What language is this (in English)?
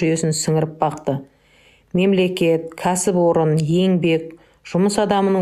Kazakh